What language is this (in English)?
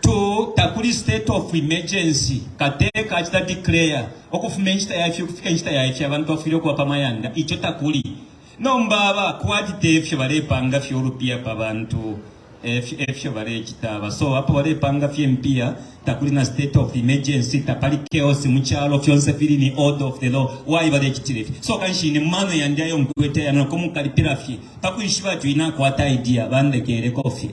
Bemba